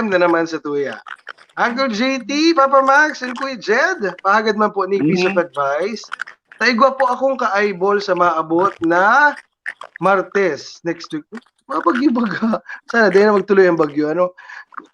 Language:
Bikol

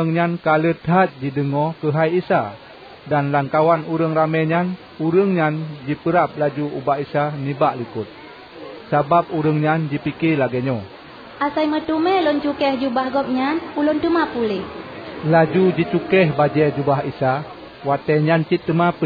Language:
Achinese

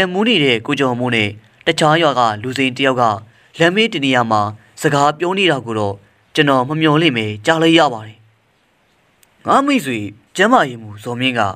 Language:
Burmese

